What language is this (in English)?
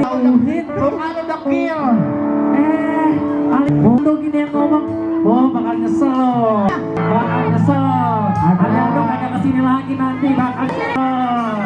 Betawi